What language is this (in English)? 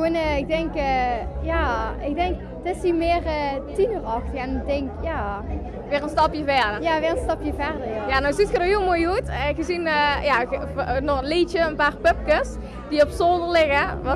Limburgish